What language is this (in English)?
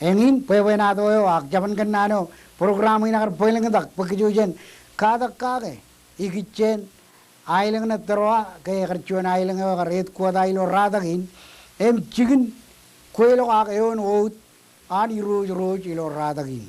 Marshallese